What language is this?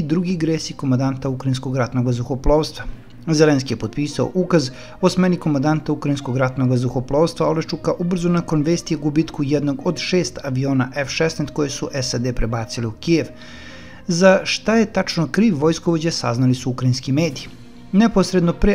Serbian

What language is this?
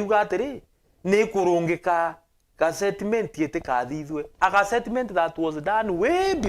Meru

